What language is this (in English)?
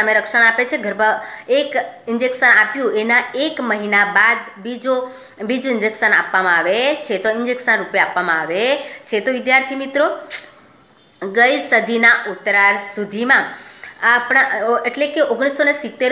Gujarati